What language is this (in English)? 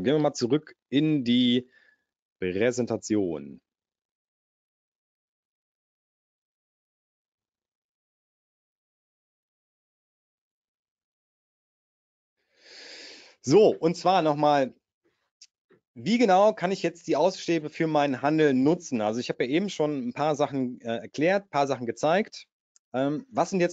German